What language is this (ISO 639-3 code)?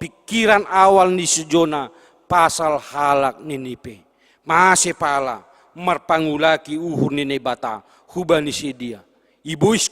bts